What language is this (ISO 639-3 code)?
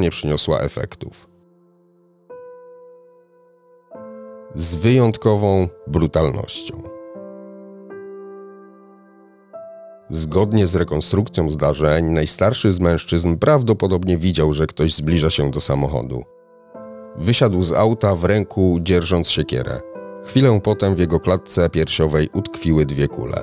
pol